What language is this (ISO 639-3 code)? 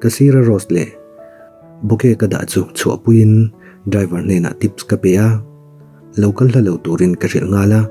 lus